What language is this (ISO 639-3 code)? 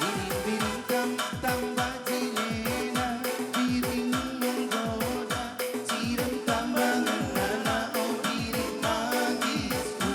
btx